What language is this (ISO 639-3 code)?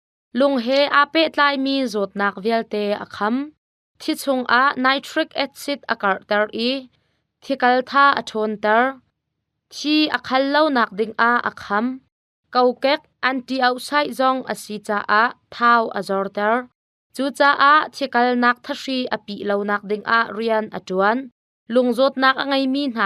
cnh